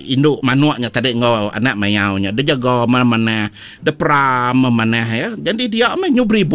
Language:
Iban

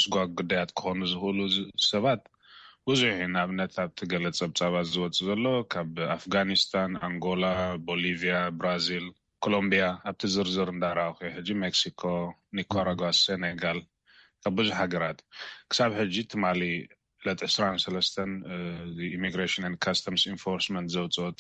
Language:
Tigrinya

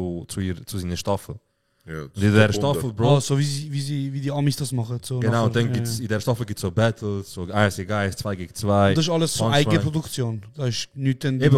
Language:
Swiss German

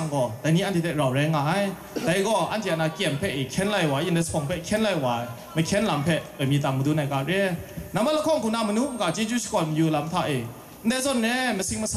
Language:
Kachin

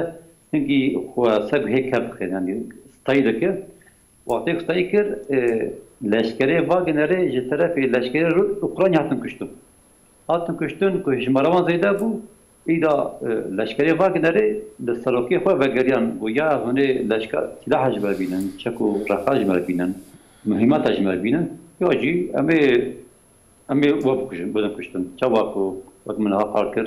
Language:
Kurdish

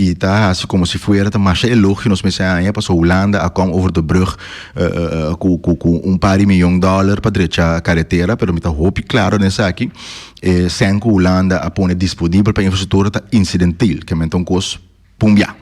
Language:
Papiamento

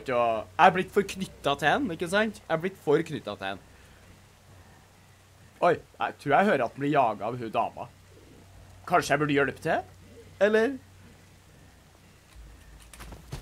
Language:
Norwegian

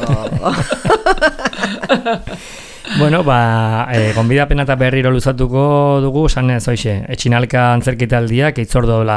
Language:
Basque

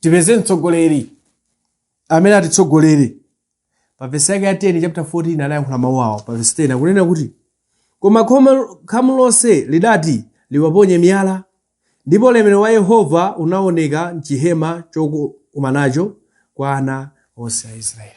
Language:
Nyanja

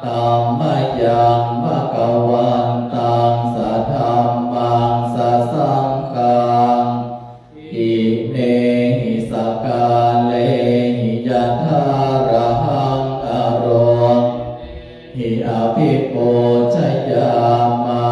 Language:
Pali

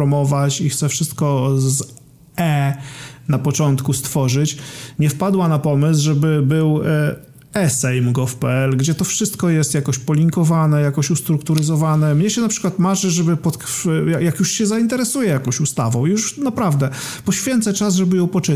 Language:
Polish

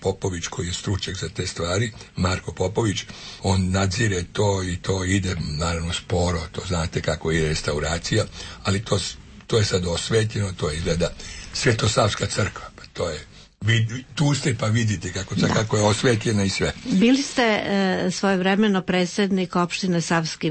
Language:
Serbian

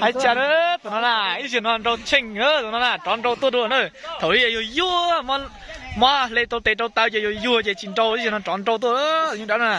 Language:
Hmong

